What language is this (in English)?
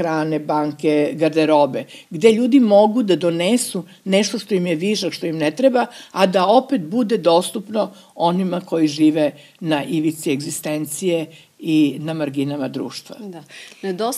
Serbian